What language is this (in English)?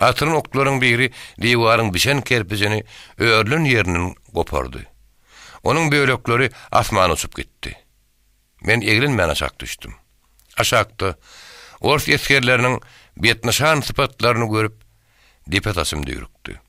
Turkmen